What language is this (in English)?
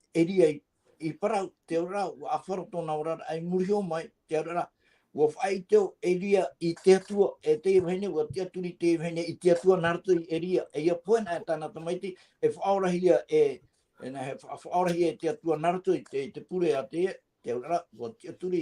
Tahitian